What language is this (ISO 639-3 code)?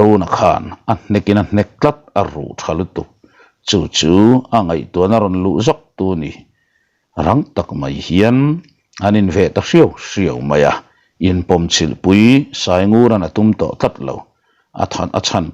lus